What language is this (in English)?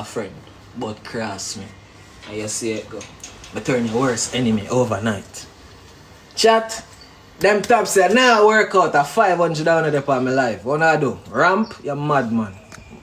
Jamaican Creole English